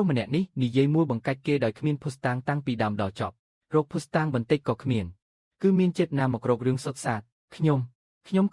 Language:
Khmer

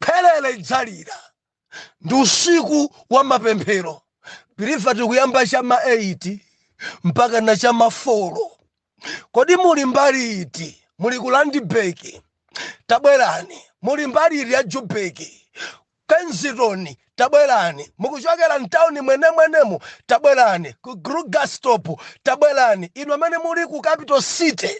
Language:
Nyanja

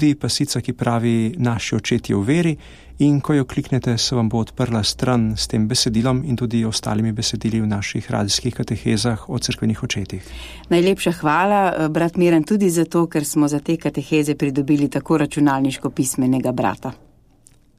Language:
Slovenian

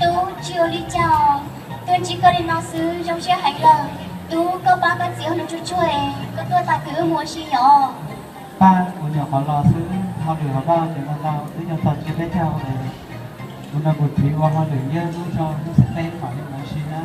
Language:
Hmong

